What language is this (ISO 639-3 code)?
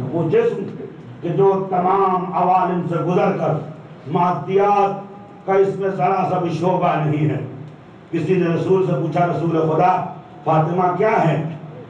urd